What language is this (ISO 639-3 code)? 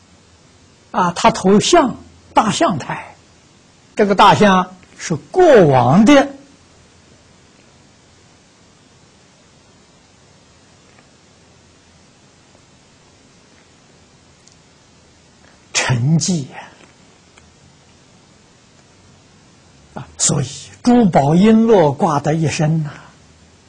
zho